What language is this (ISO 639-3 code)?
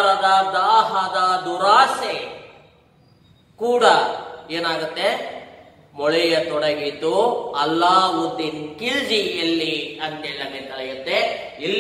kan